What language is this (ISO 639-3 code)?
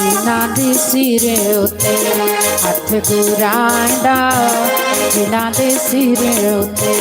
doi